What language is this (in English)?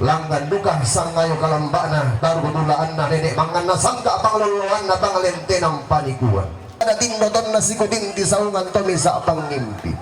Toraja-Sa'dan